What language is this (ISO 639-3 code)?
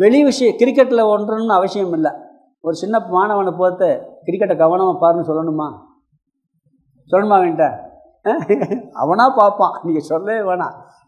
tam